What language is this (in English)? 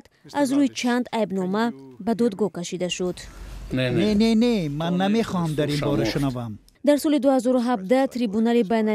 Tajik